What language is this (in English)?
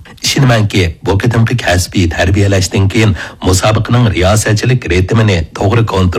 Uyghur